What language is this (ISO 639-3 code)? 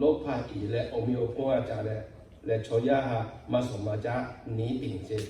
lhu